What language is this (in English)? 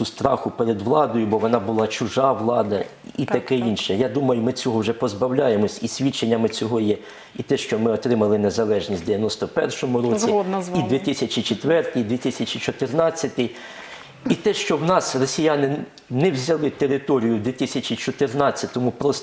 Ukrainian